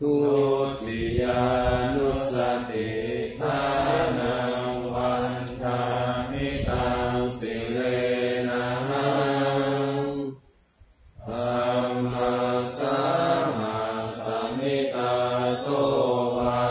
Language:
Pali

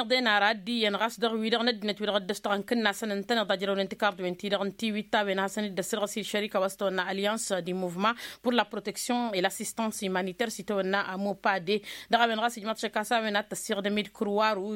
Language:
Tamasheq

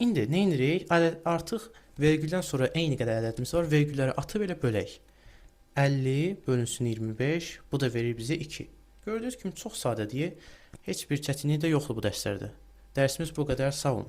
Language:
Azerbaijani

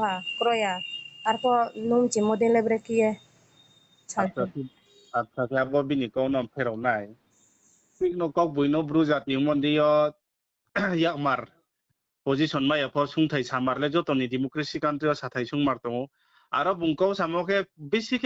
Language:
Riang (India)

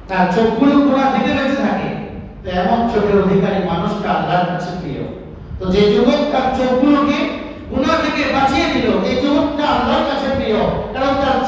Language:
Bangla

